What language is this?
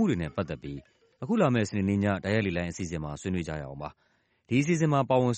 Burmese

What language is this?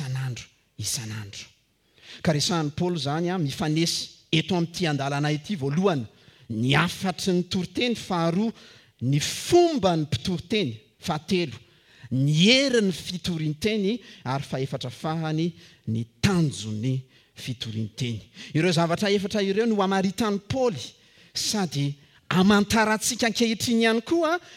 Malagasy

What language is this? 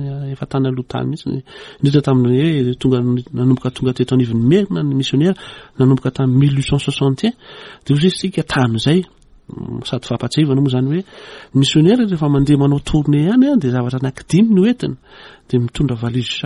Malagasy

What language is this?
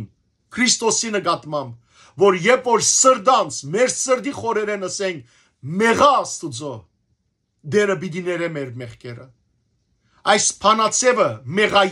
Western Armenian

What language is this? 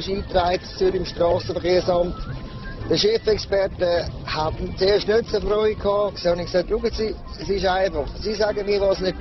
Swiss German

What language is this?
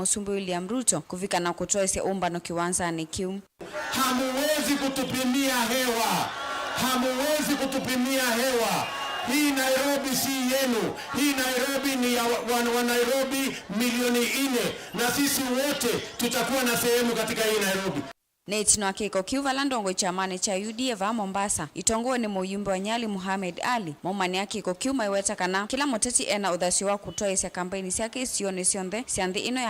Kamba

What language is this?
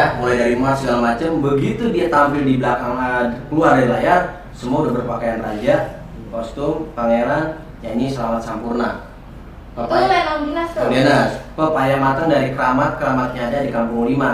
Betawi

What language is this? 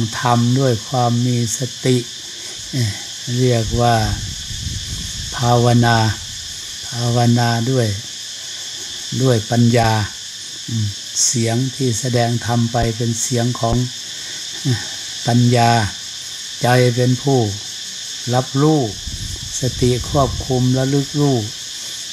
Thai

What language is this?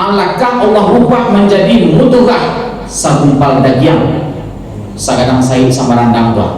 Minangkabau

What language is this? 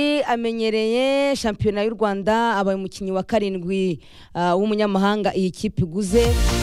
Kinyarwanda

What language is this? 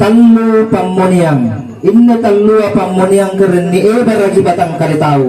Makasar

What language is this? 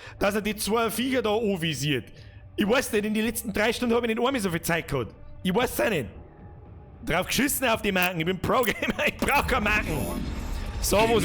Bavarian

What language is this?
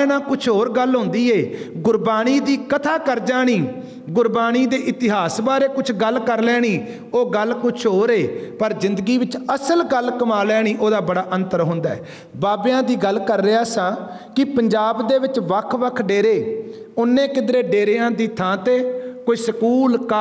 Punjabi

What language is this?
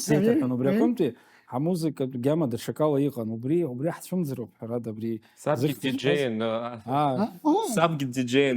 Abkhazian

